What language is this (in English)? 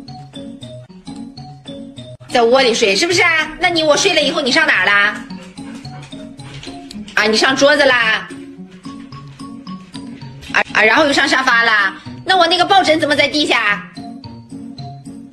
Chinese